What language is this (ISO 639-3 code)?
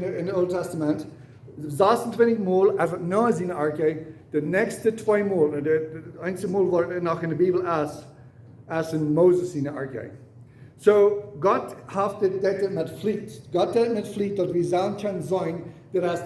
pdt